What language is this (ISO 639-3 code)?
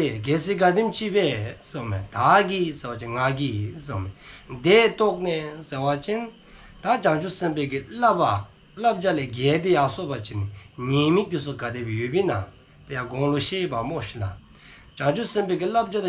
dzo